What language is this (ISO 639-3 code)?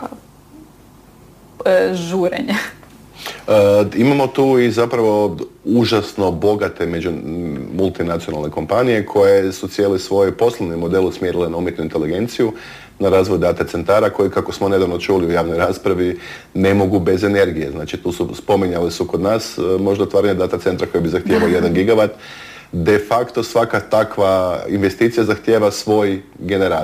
hrv